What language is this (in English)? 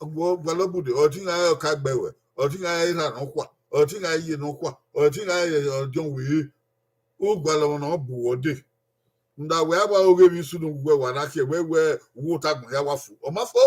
Bini